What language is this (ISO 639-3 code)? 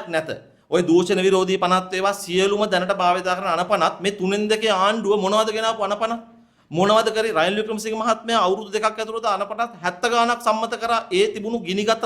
sin